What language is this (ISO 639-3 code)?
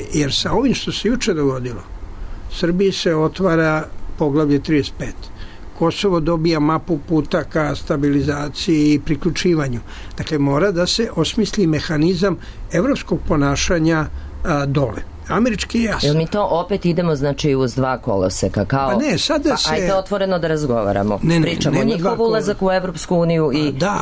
srp